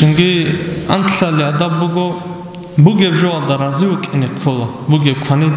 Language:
Avaric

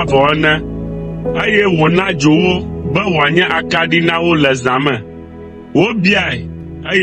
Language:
Ewe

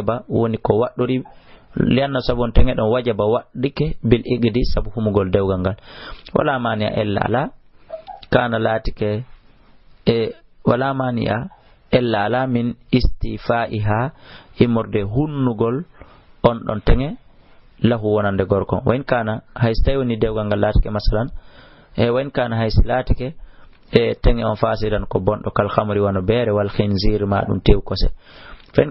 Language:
Fula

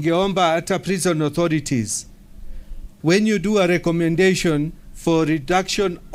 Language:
Meru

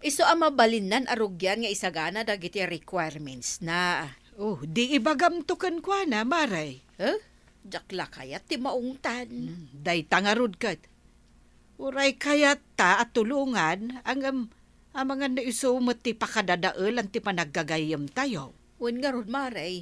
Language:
Iloko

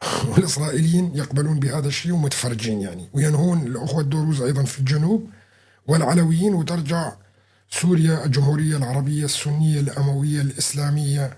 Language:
North Levantine Arabic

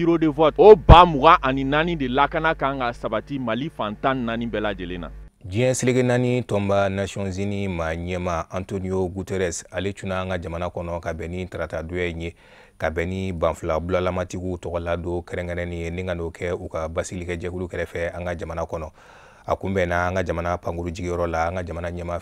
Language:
Bambara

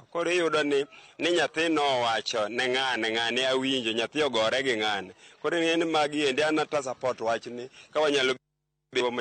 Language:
Luo (Kenya and Tanzania)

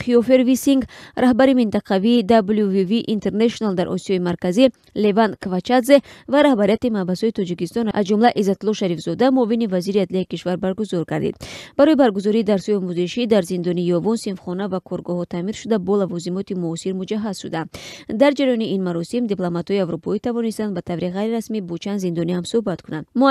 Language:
Tajik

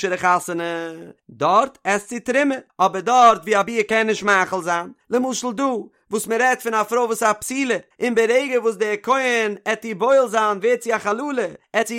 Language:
Yiddish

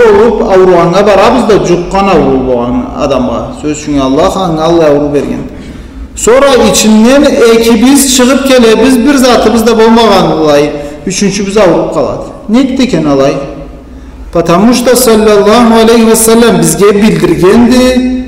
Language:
Karachay-Balkar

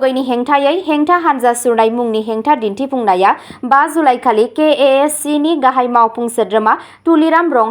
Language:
Bodo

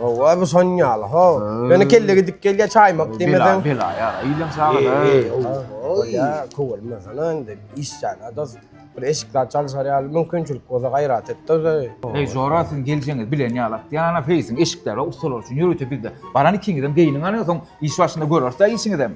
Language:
Turkmen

